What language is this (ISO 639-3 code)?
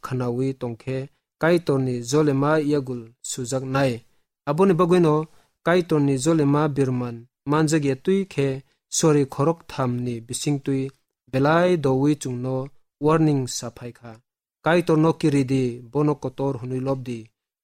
trp